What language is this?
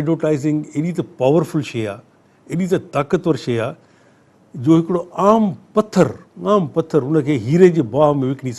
Sindhi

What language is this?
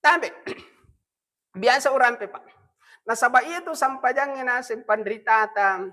Buginese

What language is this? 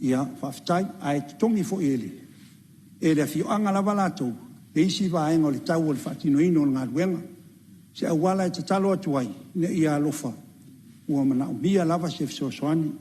Samoan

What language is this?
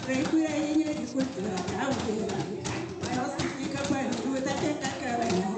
Kabuverdianu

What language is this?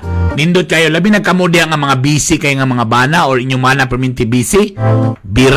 Cebuano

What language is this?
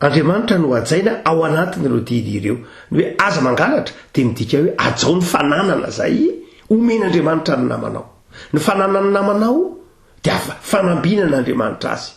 Malagasy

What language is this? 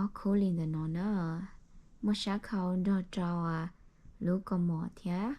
Hmong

